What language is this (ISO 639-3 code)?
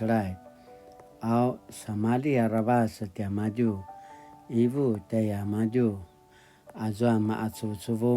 pwn